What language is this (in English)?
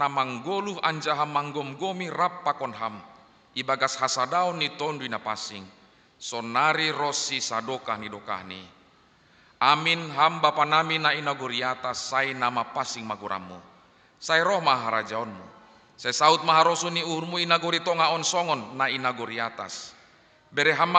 Batak Simalungun